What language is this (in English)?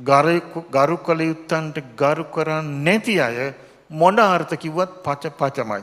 Sinhala